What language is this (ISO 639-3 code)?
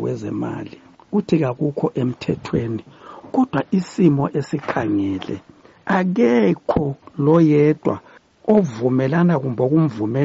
nde